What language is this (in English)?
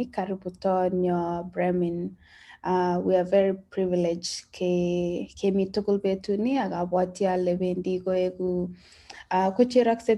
Kalenjin